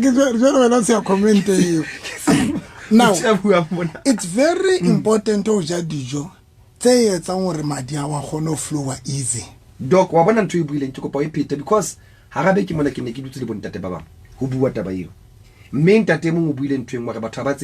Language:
Southern Sotho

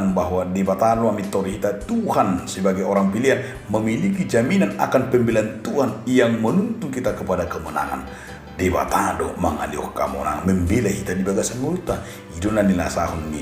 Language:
Batak Toba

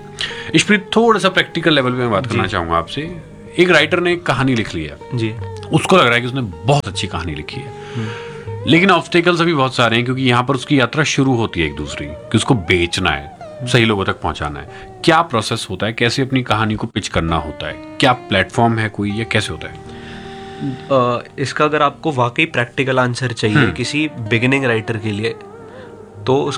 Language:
Hindi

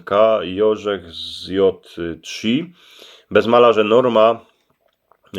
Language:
Silesian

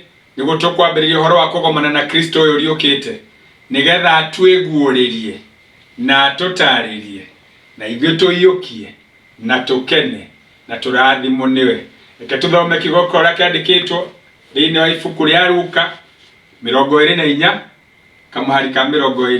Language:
Kikuyu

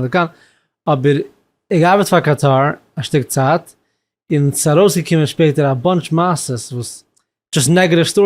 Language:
Yiddish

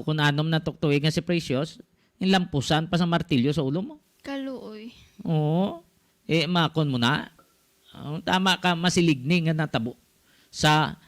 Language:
Hiligaynon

